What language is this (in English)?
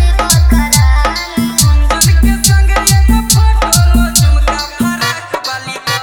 Bhojpuri